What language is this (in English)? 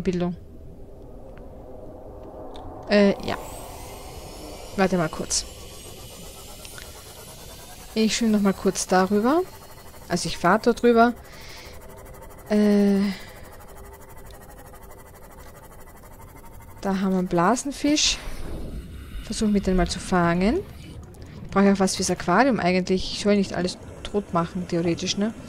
German